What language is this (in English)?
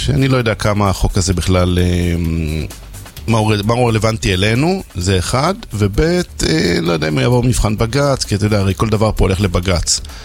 Hebrew